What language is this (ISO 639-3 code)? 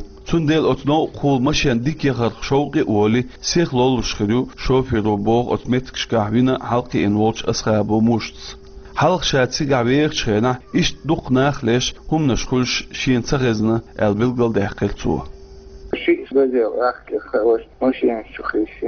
che